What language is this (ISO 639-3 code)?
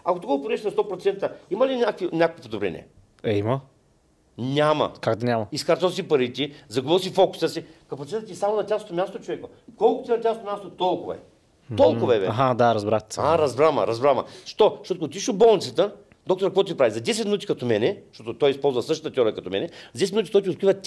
bul